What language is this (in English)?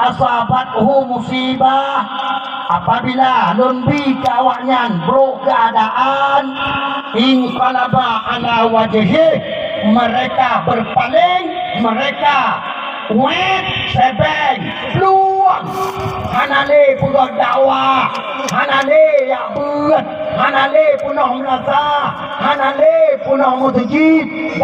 Achinese